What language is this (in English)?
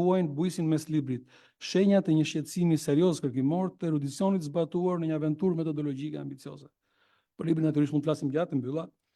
Albanian